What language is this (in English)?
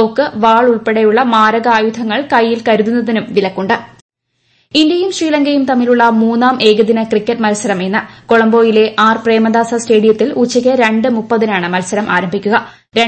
Malayalam